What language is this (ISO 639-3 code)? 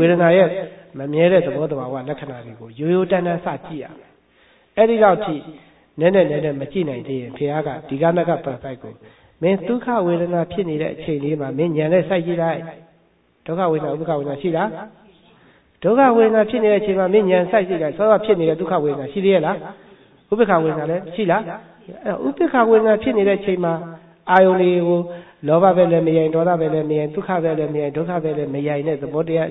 mya